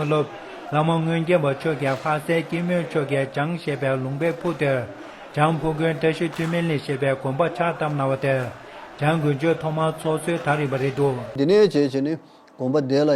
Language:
Tibetan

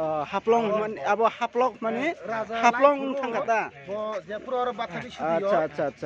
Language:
Kok Borok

